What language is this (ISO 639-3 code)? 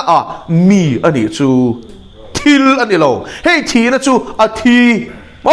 lus